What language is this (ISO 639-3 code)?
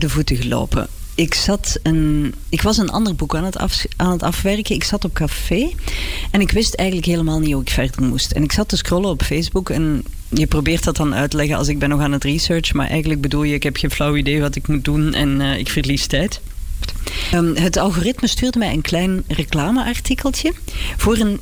nld